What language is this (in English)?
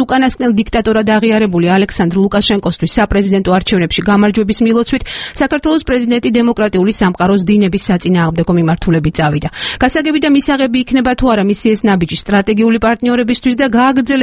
Georgian